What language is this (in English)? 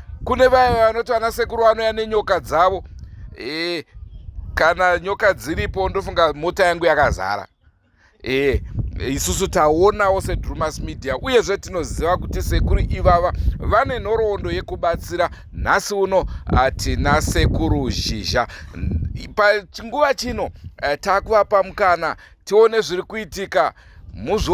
Shona